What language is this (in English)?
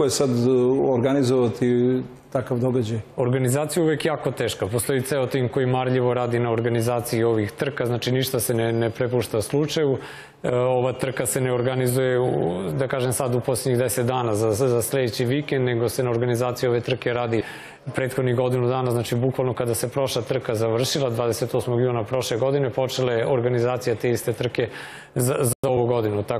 Serbian